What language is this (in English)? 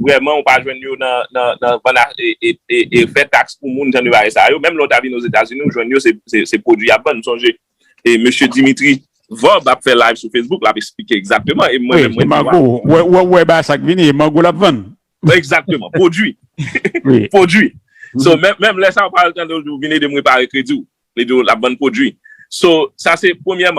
Haitian Creole